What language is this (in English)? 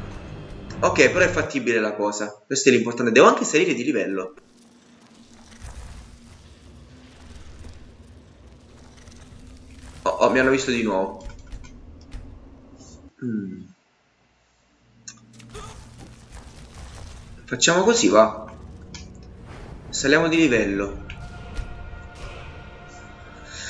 Italian